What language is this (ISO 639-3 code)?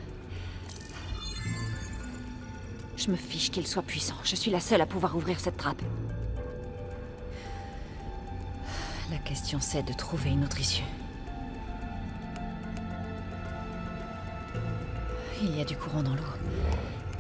fra